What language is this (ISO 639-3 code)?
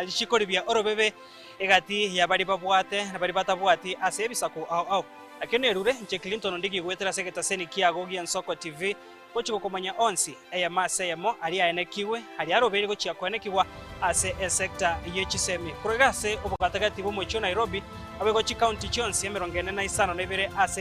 guz